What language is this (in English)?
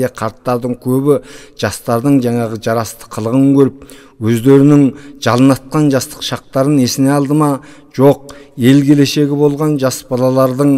Kazakh